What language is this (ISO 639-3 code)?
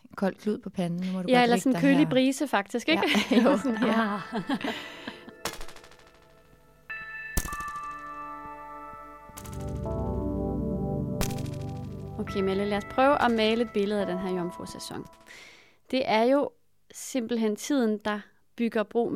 dan